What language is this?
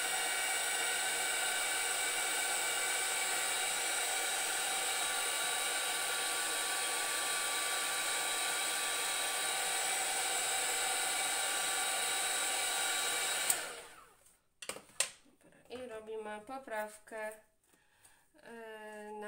Polish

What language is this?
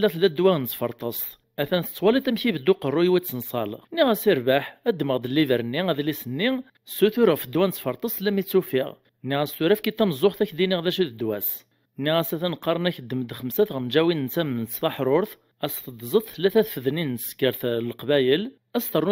Kabyle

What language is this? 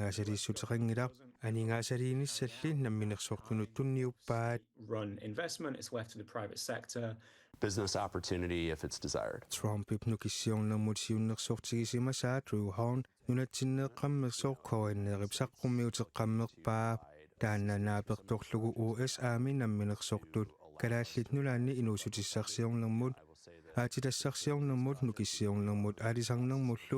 Kalaallisut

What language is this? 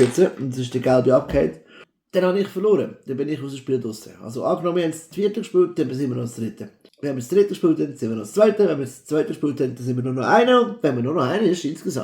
Swiss German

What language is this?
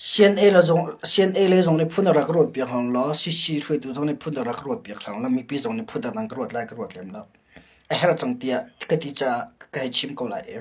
Hakha Chin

